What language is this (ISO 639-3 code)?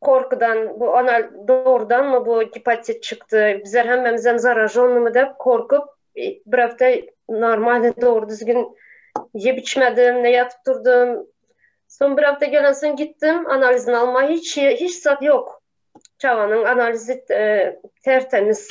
tuk